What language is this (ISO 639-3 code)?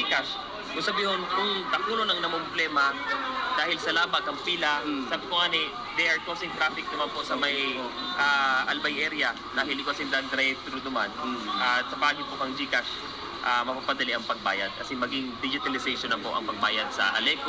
bik